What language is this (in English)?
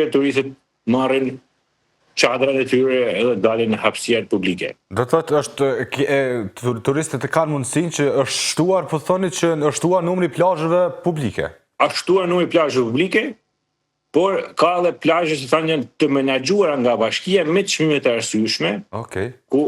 Albanian